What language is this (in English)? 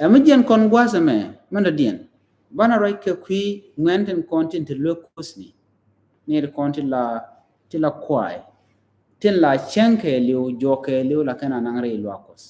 Nuer